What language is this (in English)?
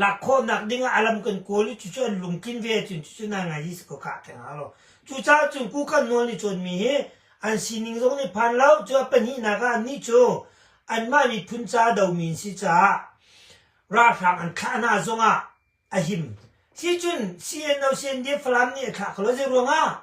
Hakha Chin